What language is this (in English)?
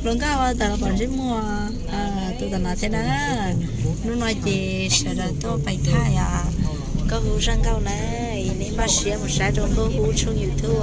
Hmong